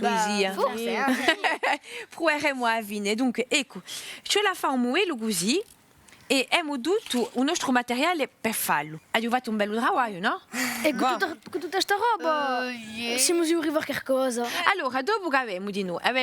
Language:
Corsican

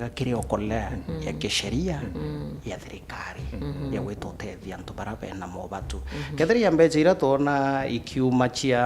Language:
Meru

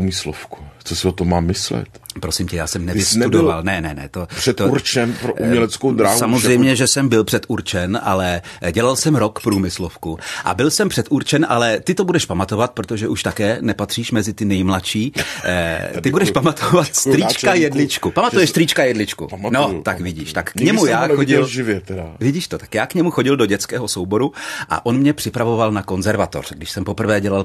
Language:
Czech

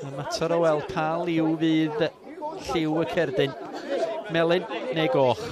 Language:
Welsh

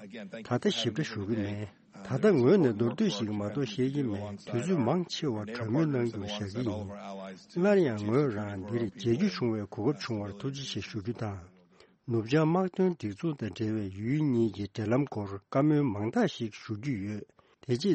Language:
Tibetan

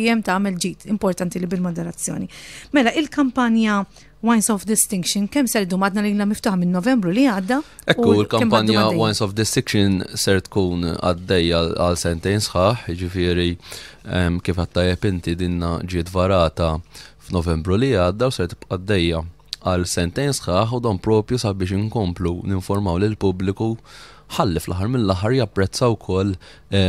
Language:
Maltese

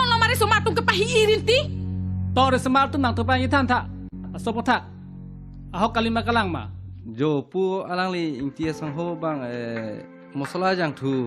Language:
Karbi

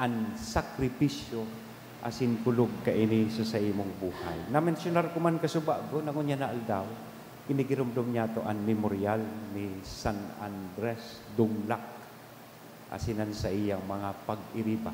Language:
Bikol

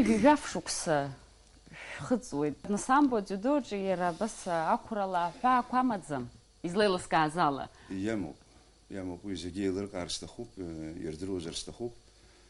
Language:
Abkhazian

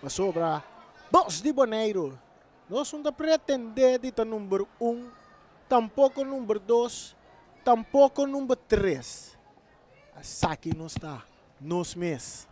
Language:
Papiamento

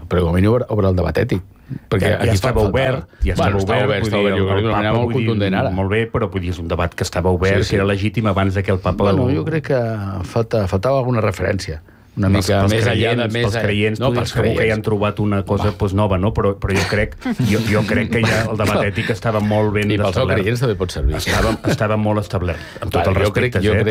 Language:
Catalan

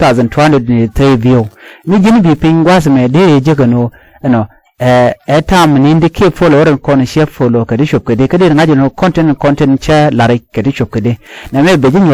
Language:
Nuer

